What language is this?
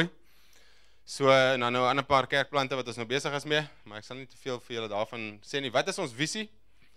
Afrikaans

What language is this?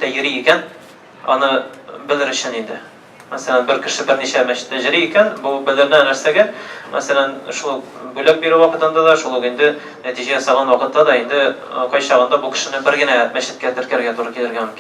Tatar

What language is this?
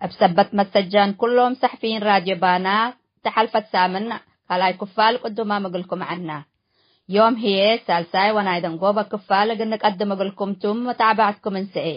Tigre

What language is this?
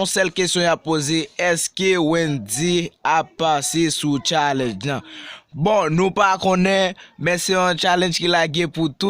Haitian Creole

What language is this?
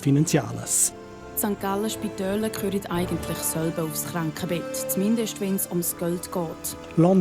Romansh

